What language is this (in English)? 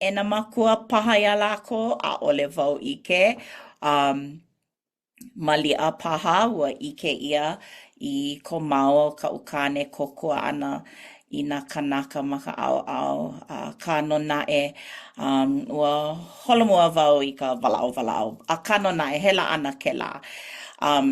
Hawaiian